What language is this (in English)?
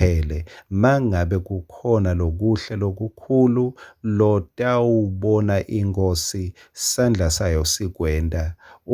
Swati